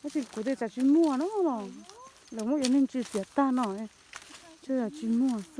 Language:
Hmong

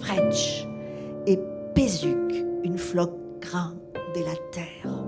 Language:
Occitan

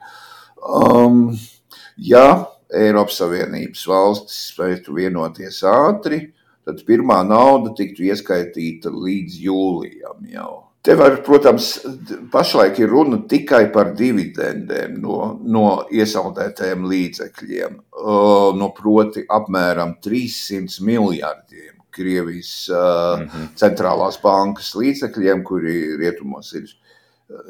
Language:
Latvian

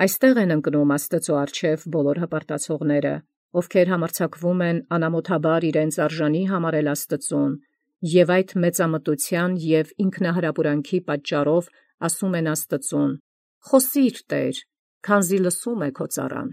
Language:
Armenian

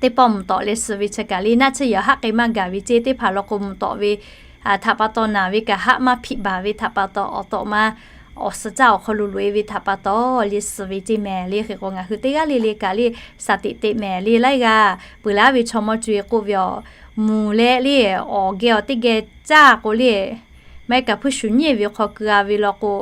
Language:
Lahu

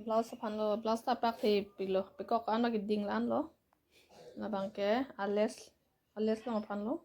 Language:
Karbi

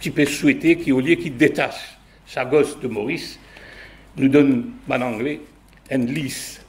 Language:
Morisyen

